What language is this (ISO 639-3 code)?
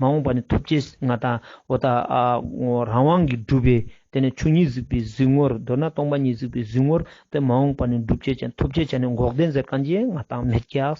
lbj